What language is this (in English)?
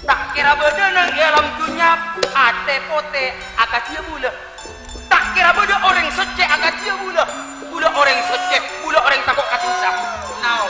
Madurese